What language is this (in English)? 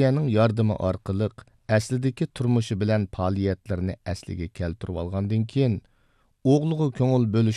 Uyghur